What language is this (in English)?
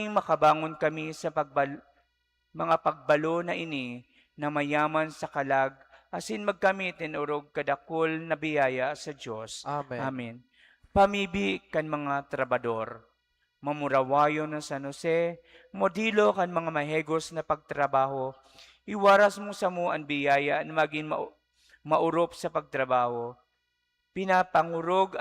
Bikol